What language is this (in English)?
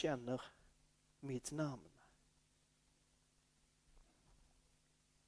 Swedish